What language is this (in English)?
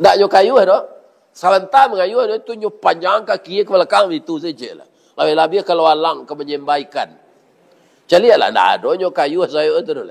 Minangkabau